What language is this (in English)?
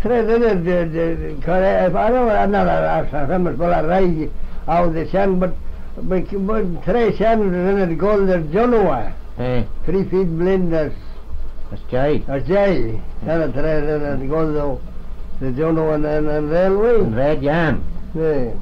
Manx